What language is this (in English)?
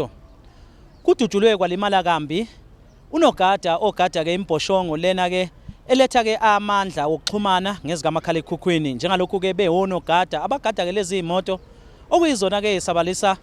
Zulu